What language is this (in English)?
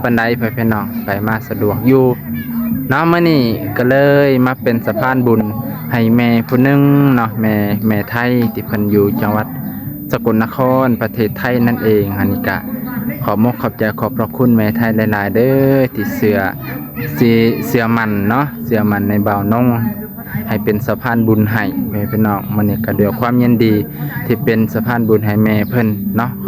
Lao